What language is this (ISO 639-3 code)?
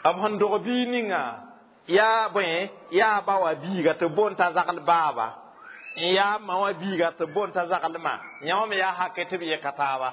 mos